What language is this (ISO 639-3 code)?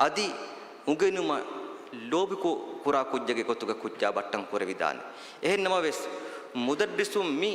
div